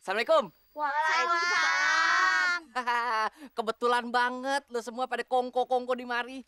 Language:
Betawi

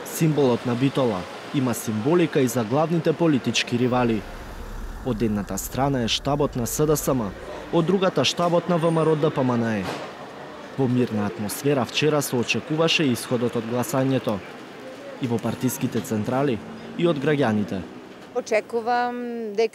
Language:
Macedonian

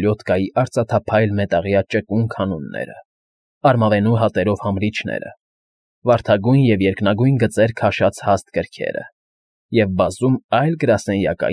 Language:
Armenian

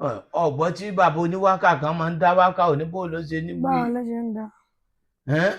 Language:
Yoruba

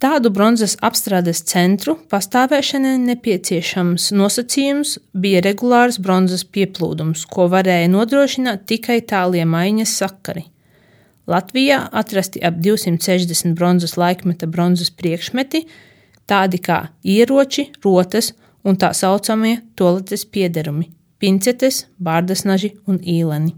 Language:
Latvian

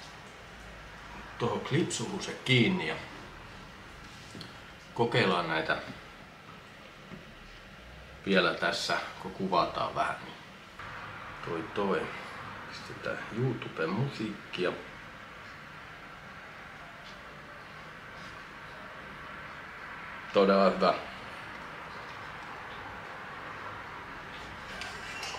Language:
Finnish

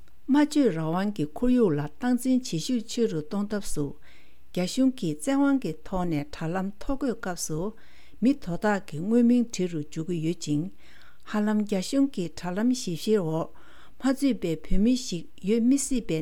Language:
Tibetan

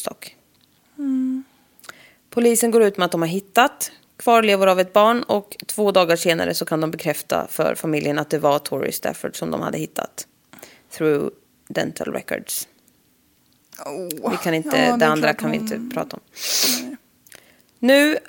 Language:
Swedish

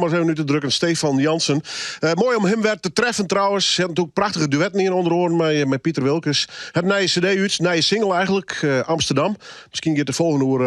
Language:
Western Frisian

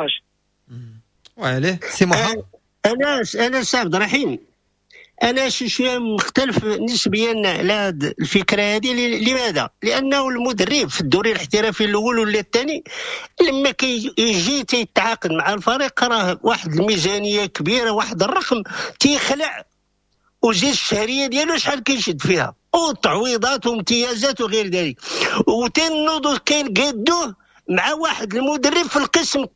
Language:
Moroccan Arabic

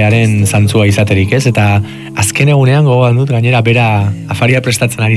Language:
Basque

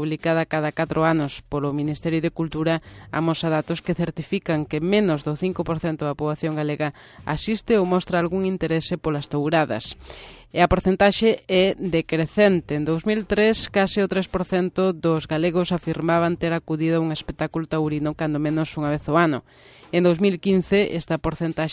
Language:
Galician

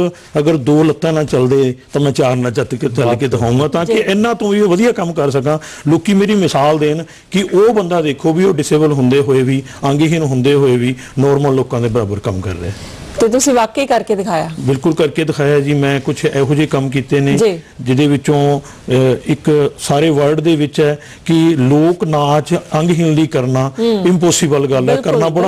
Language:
Punjabi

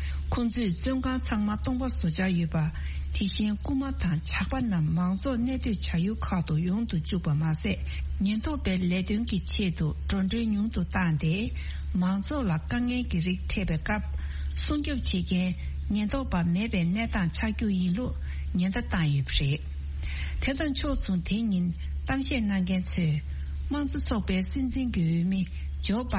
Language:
Tibetan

